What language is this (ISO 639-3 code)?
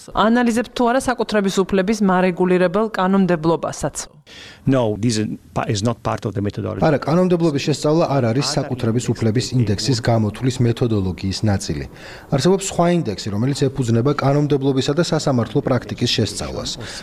kat